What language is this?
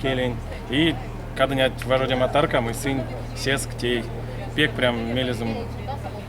Erzya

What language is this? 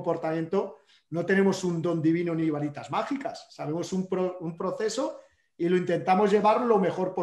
Spanish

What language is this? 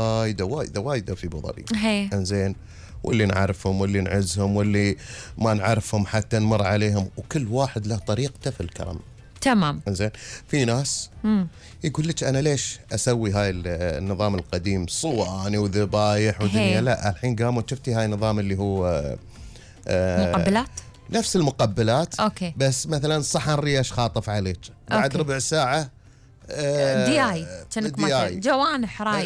Gulf Arabic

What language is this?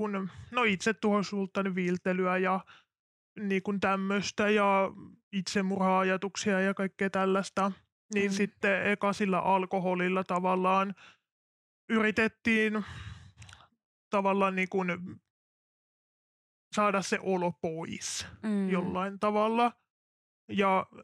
Finnish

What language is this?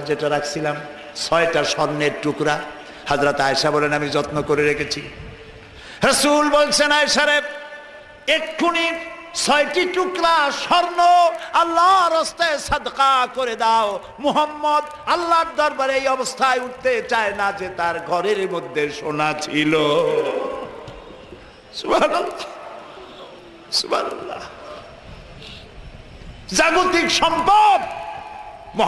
Bangla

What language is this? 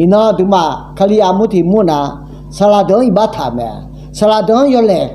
Akha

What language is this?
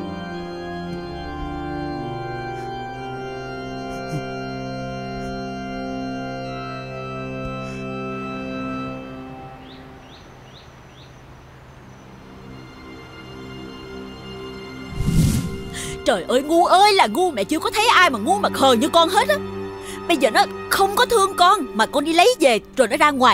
Vietnamese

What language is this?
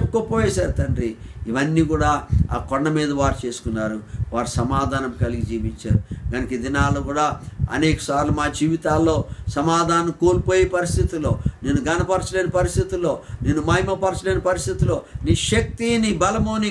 Telugu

